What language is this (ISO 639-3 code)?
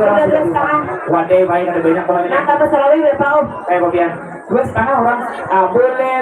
bjn